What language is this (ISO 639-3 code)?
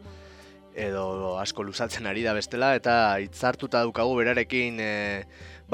eus